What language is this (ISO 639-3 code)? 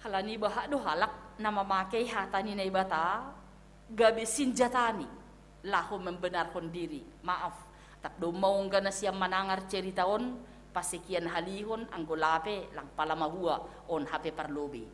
bts